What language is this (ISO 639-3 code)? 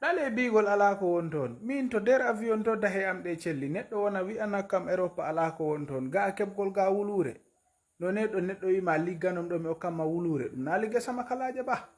ful